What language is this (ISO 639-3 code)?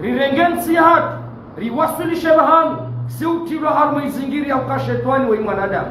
zdj